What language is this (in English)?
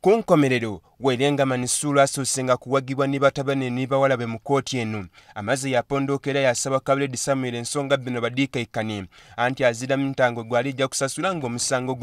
Soga